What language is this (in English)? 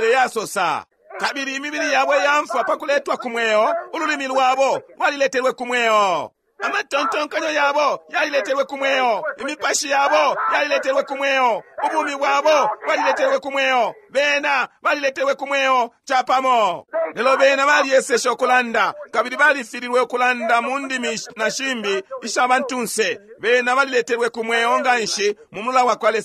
Bemba